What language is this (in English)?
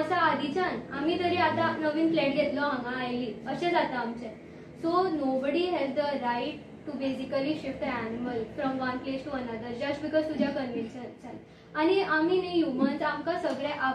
Konkani